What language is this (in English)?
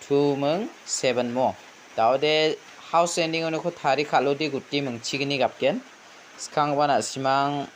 Garo